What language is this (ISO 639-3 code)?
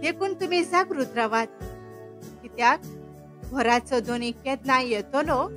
kok